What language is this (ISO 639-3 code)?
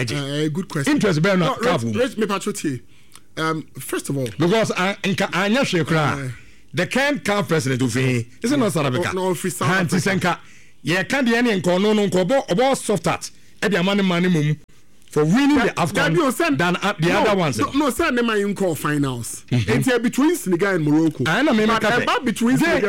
aka